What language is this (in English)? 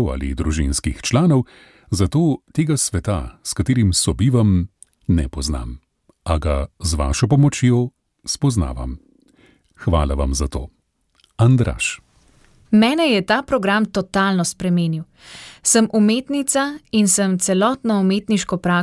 Slovenian